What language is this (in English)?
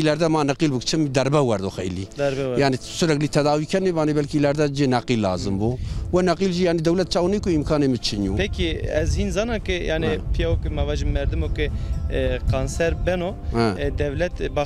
Zaza